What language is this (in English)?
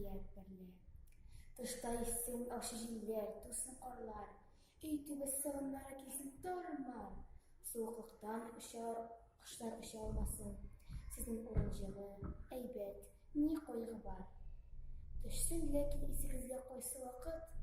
Tatar